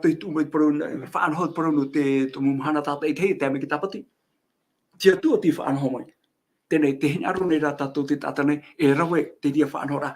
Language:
Tahitian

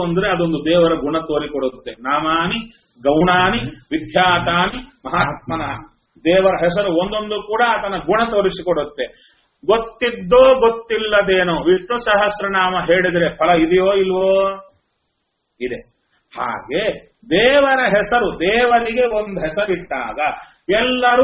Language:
Kannada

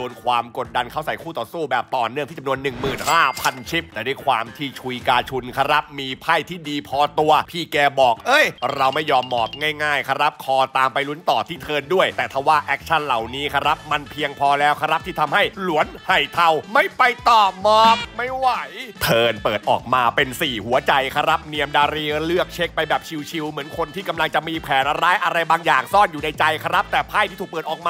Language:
Thai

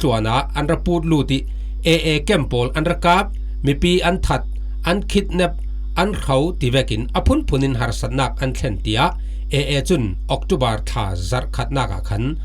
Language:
Falam Chin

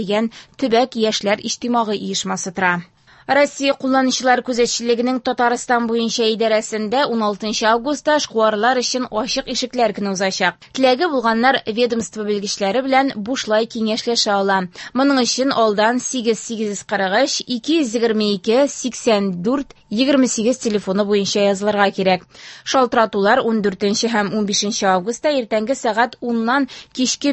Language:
Tatar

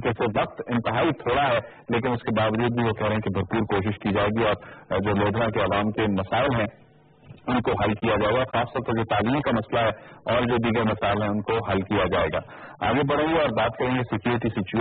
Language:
Urdu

